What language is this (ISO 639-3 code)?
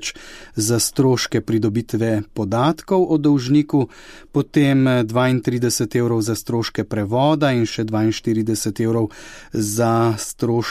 slv